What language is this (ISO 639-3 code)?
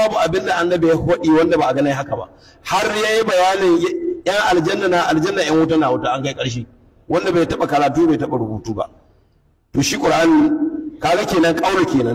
hau